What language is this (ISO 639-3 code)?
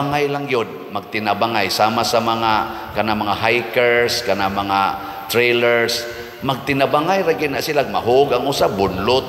ceb